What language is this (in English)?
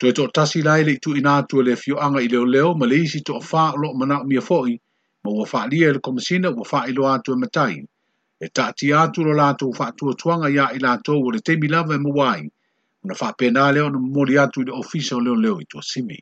Samoan